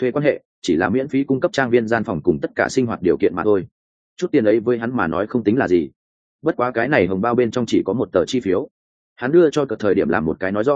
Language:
Vietnamese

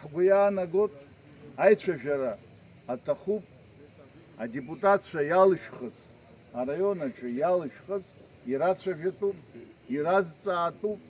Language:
Abkhazian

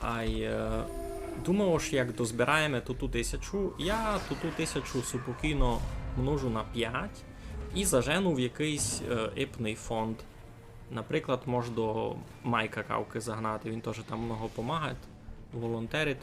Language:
Rusyn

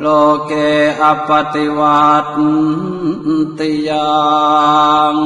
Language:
Pali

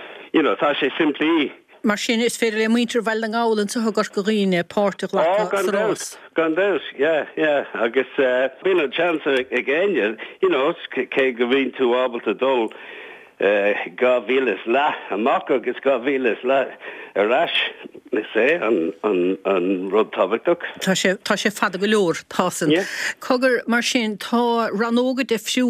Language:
Irish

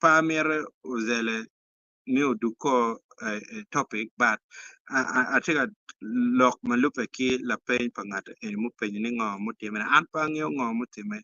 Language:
Acoli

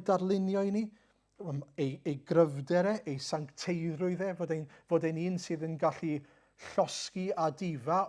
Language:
Welsh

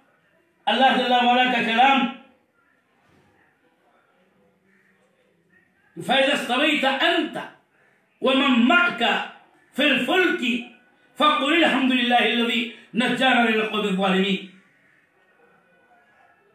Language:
Urdu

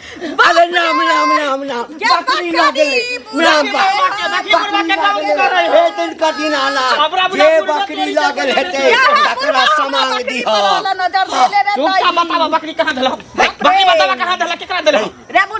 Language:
Maithili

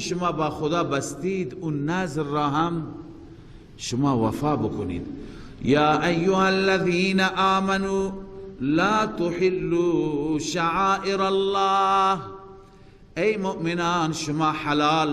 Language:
Persian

